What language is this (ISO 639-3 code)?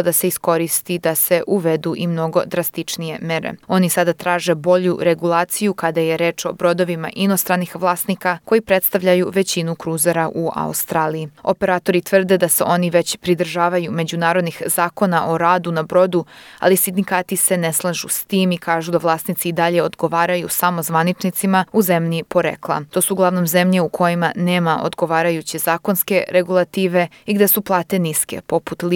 srp